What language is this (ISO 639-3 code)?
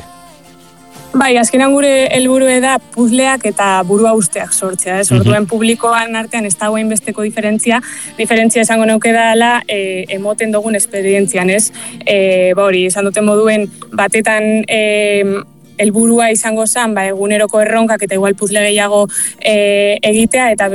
eus